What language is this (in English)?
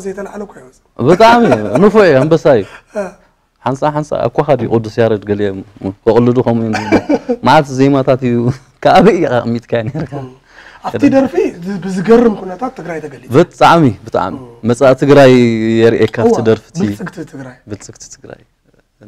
Tigrinya